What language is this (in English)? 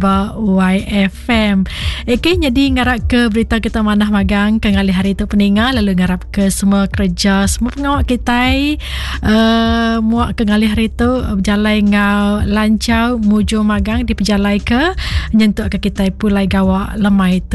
Iban